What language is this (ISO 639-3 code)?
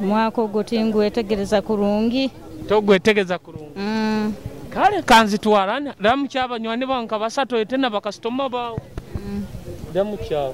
nyo